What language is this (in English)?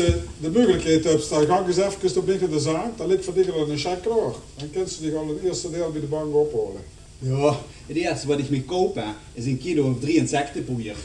Limburgish